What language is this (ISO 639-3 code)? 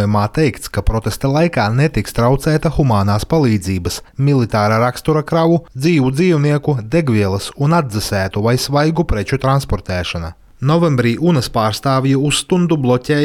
lav